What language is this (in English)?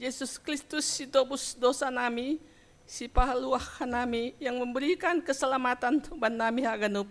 Batak Simalungun